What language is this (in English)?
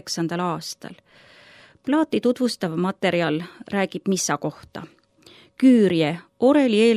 Estonian